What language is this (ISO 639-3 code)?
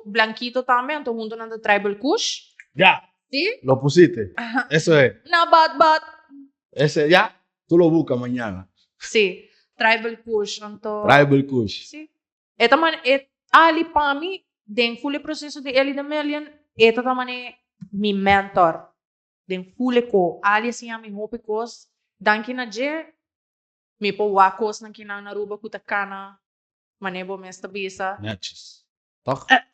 pap